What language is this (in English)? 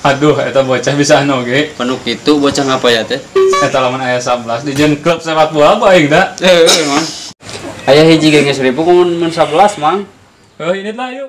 Sundanese